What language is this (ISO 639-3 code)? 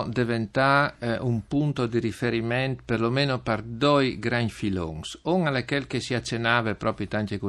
fur